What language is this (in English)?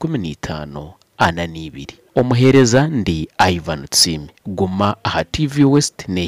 Nyankole